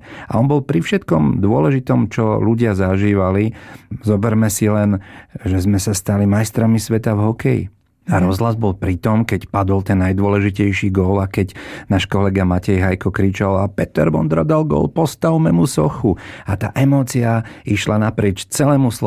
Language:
Slovak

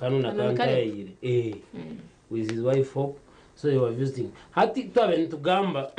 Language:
Nyankole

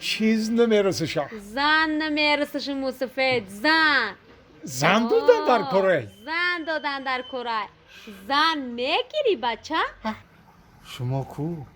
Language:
Tajik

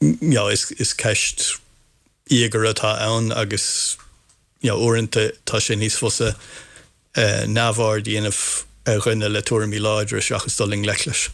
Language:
Irish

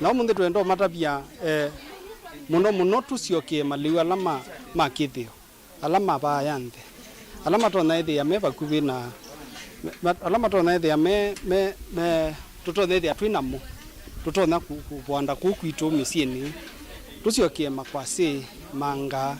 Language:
Kamba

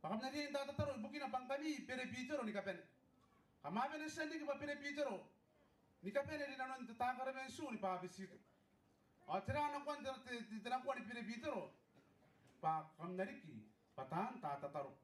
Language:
Gilbertese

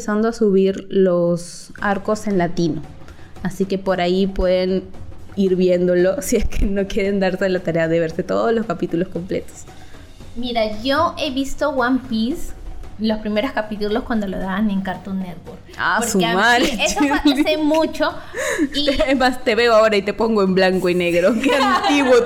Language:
Spanish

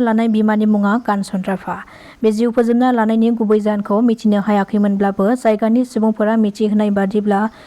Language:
Bodo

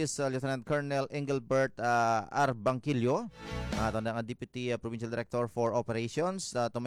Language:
Hiligaynon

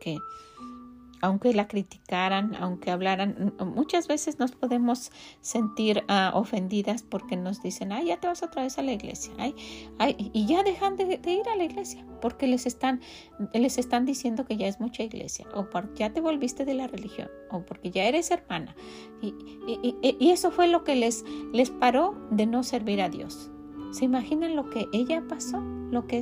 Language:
Spanish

